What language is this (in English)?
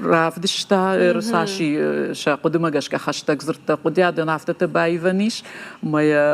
Ossetic